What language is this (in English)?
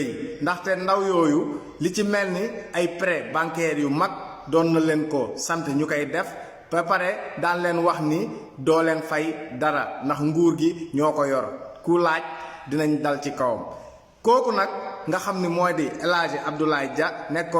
Wolof